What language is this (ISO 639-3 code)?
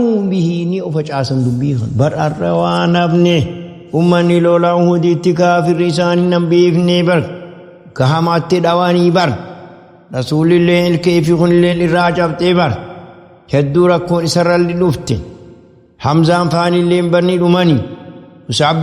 orm